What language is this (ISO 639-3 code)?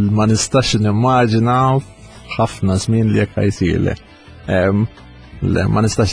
mlt